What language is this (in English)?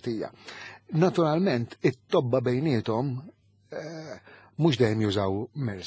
Maltese